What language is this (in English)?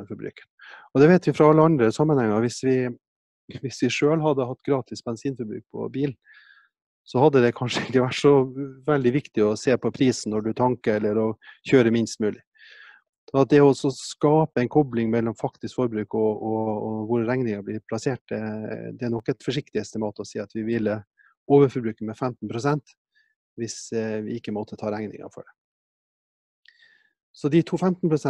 Norwegian